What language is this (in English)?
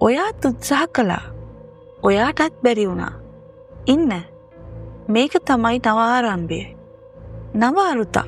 Sinhala